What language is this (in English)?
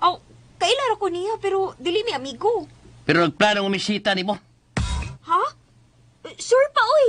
Cebuano